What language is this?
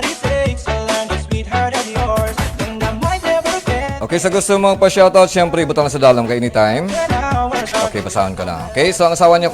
Hiligaynon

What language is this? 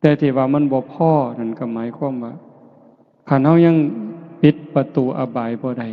Northeastern Thai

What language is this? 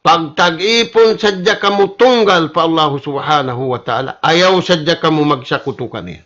Tausug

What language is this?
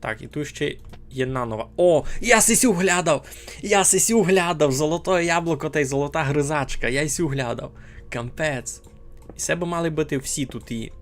Rusyn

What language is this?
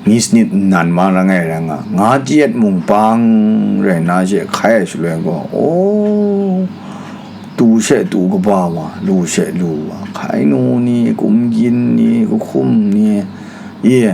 Kachin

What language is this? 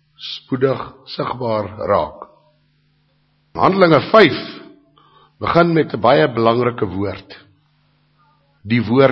Afrikaans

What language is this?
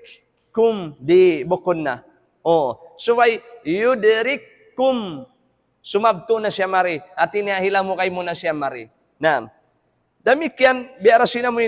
Tausug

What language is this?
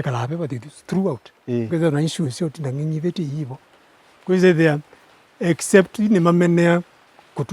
Kamba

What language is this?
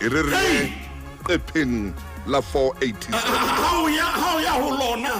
Southern Sotho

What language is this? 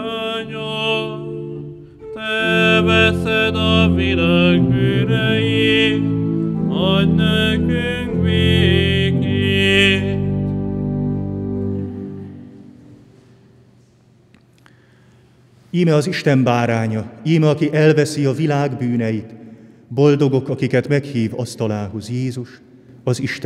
Hungarian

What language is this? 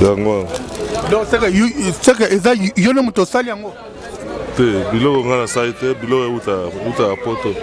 Lingala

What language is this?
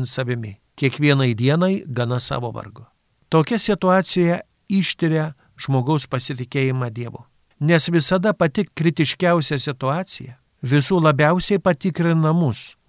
Lithuanian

